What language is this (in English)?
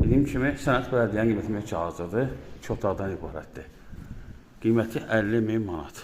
Azerbaijani